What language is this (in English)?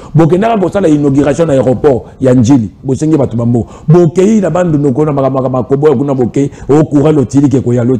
Lingala